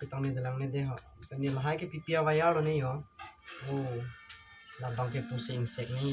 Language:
Karbi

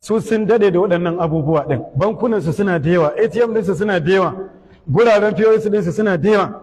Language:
Hausa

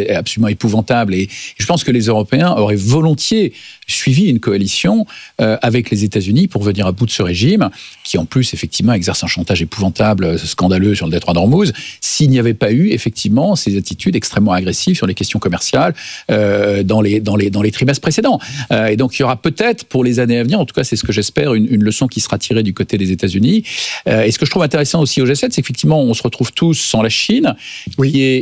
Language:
French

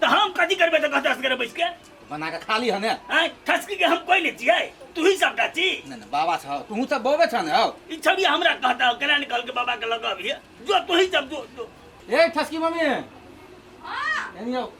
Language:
Maithili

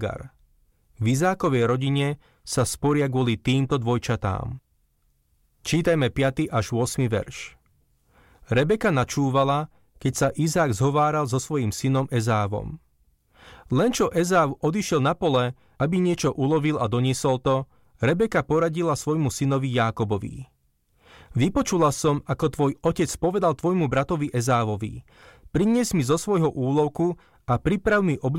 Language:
Slovak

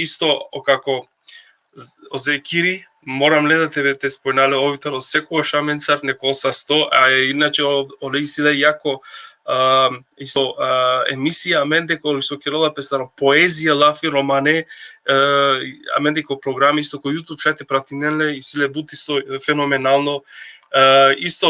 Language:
Balkan Romani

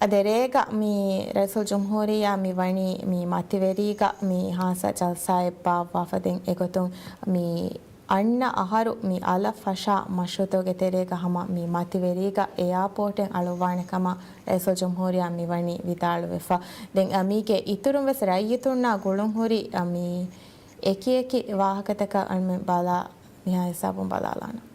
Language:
Divehi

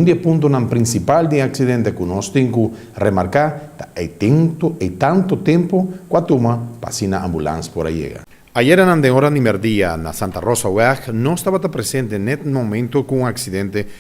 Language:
Papiamento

